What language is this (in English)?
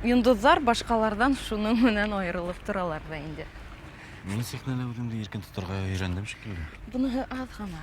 Bashkir